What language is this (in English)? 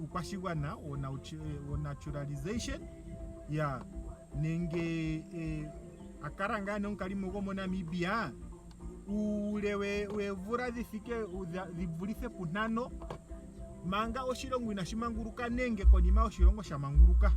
Ndonga